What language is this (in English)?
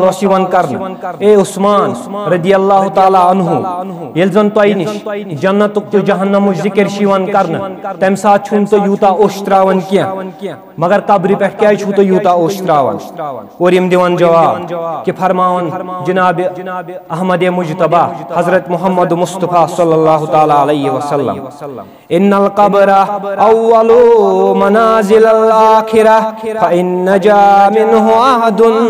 Kashmiri